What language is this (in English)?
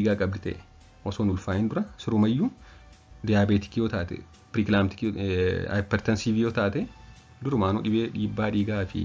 Oromo